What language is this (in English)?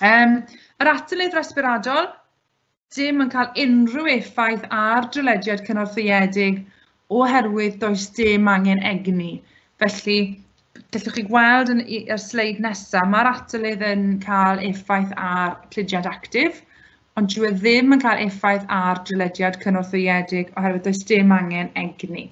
Welsh